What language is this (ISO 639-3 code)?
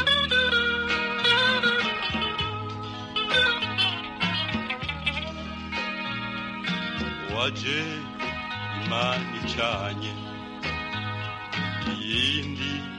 kin